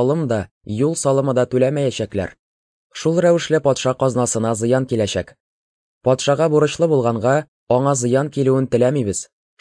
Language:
Tatar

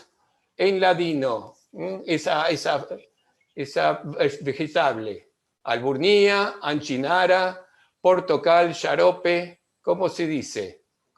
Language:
Ladino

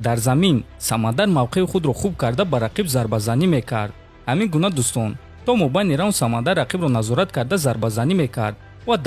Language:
Tajik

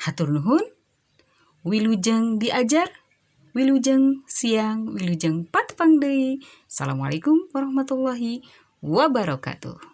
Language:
Sundanese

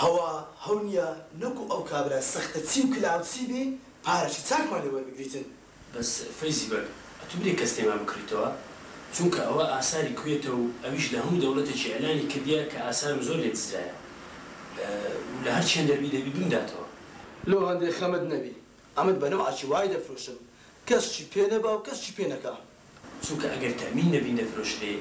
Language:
Central Kurdish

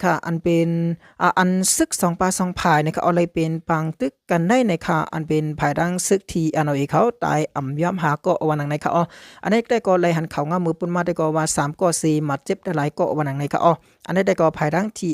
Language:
Shan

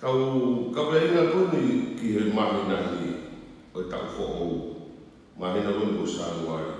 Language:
Tongan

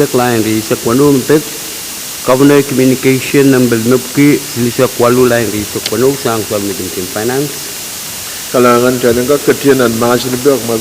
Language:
Pohnpeian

